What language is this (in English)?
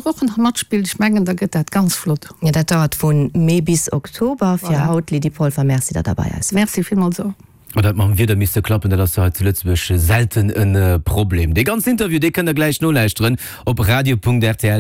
Luxembourgish